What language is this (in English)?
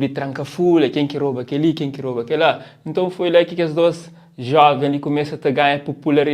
Kabuverdianu